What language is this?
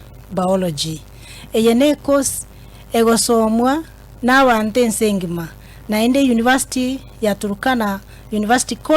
Gusii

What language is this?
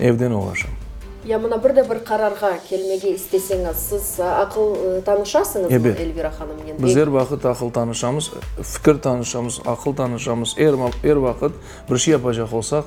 Crimean Tatar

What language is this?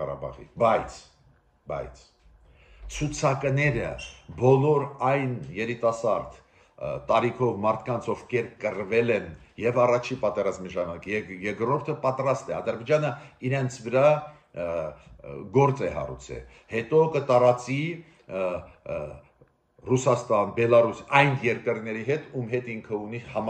Armenian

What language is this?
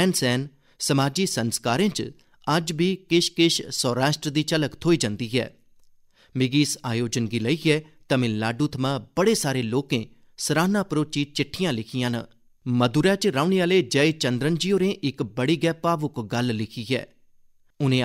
Dogri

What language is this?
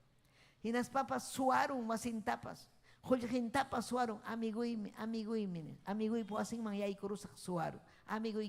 Ayacucho Quechua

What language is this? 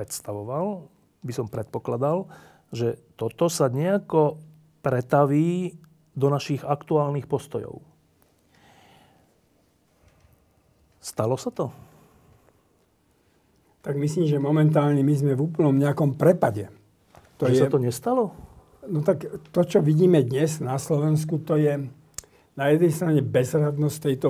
Slovak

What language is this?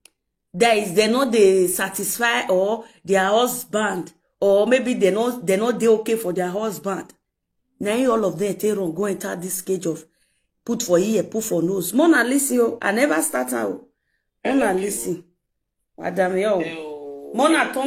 Nigerian Pidgin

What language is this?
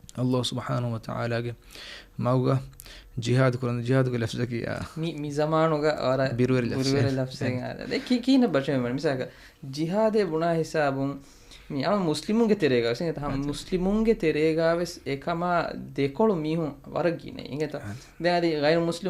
Divehi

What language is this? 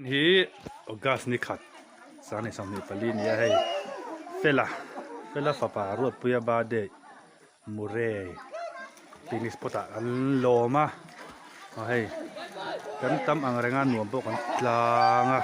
Mizo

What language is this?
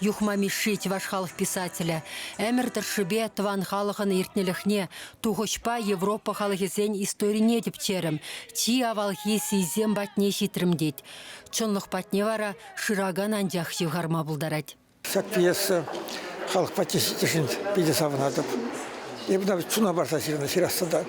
Chuvash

